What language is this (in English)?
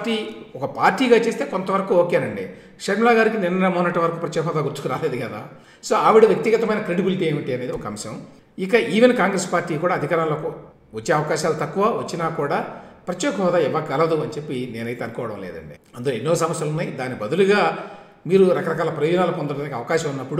Telugu